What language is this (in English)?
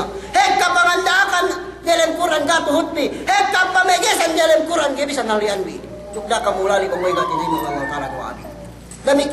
Yakan